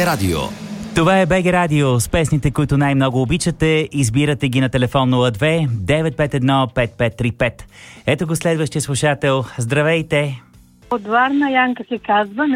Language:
Bulgarian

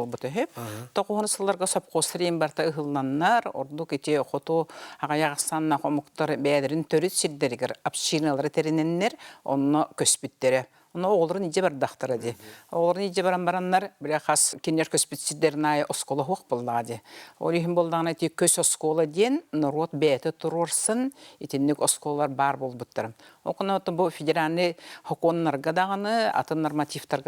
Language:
Yakut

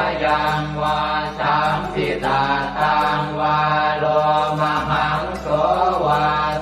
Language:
Pali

